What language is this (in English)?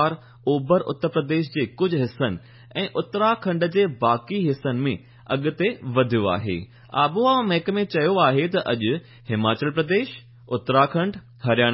Sindhi